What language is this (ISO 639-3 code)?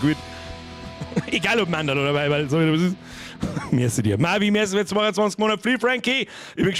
bar